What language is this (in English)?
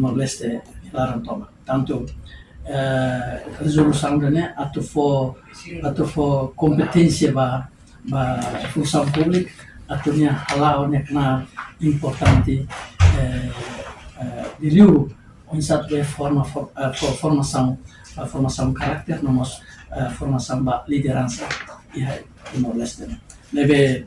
Tetum